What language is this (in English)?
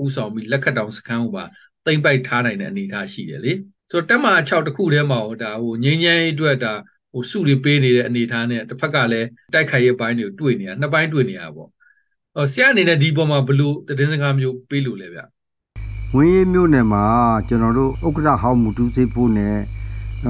Burmese